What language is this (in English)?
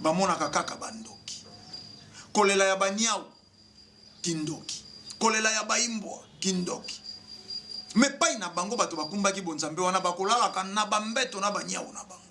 Lingala